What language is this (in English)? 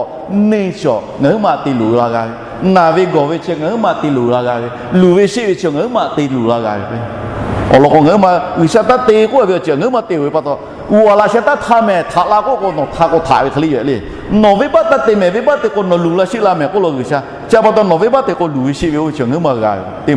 Lahu